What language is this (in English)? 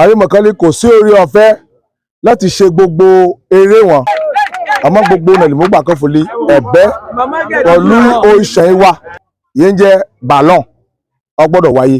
Yoruba